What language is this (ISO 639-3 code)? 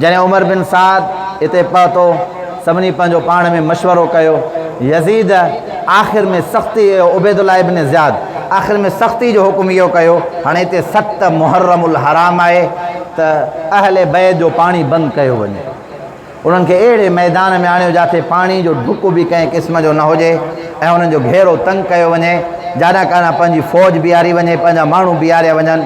snd